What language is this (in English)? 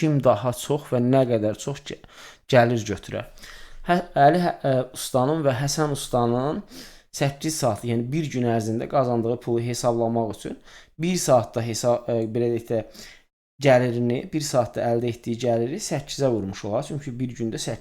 Azerbaijani